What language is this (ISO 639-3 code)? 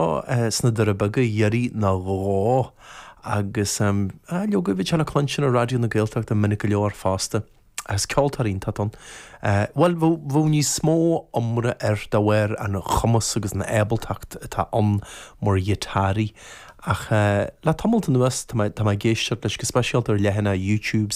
gle